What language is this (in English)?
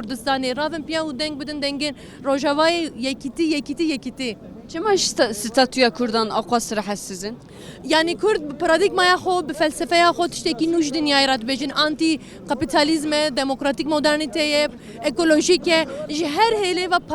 Kurdish